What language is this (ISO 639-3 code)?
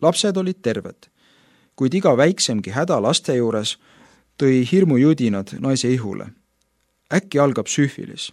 est